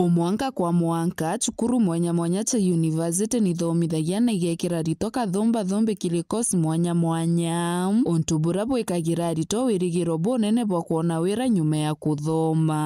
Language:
Meru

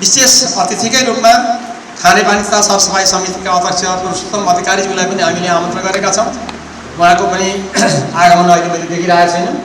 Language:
Nepali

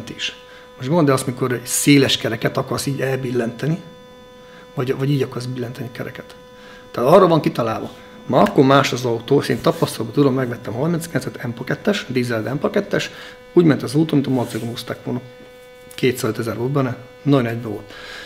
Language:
Hungarian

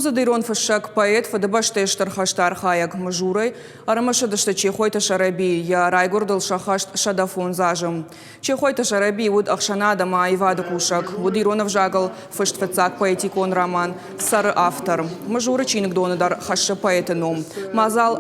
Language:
Ossetic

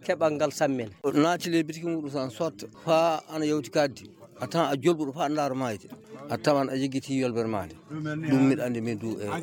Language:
Fula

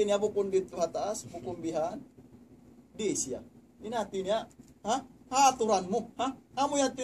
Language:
Tausug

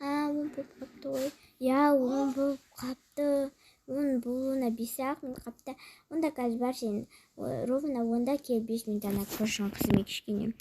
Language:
Kazakh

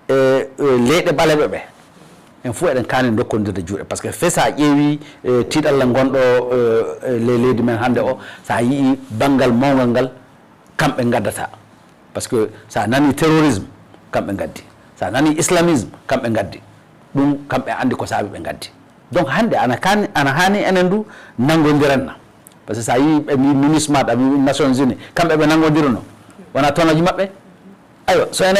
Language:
Fula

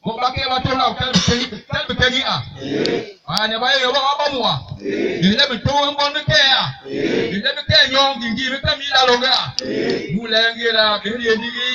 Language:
Basaa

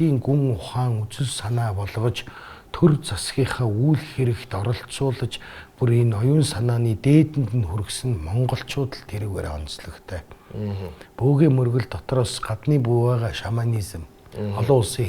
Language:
Mongolian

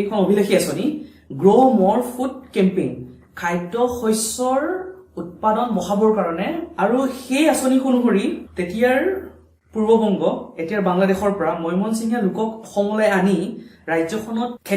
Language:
Assamese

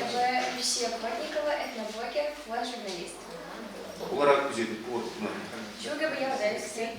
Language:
Chuvash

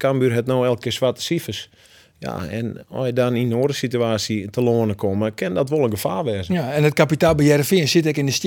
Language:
Western Frisian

